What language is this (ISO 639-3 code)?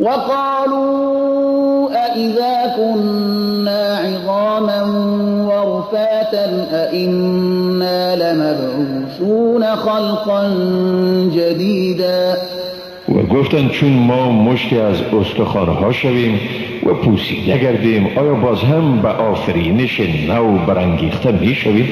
fas